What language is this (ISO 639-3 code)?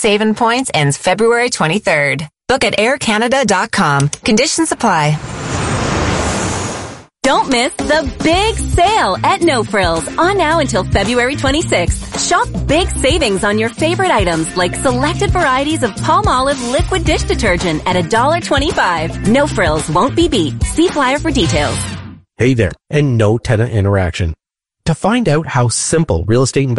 eng